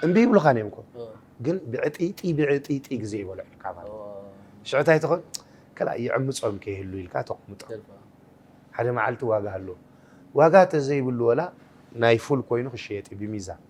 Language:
Tigrinya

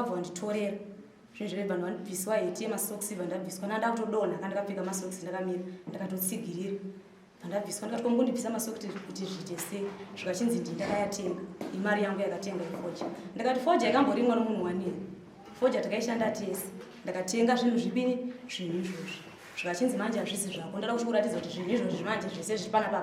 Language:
Shona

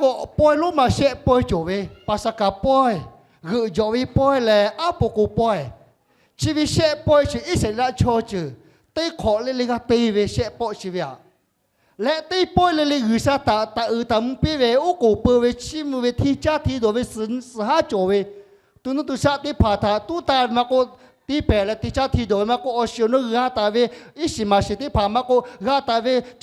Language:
Lahu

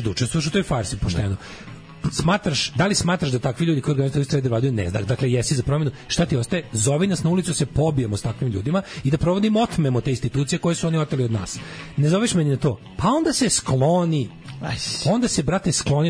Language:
Serbian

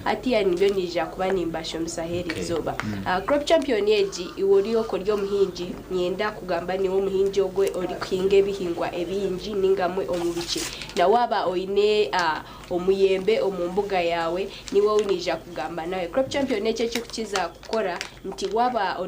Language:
Nyankole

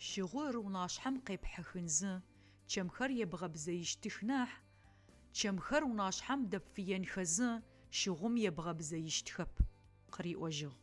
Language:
Adyghe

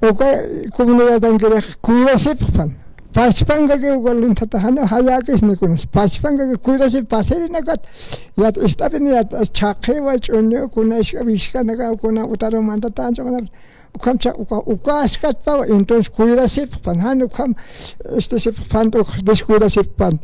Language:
Aymara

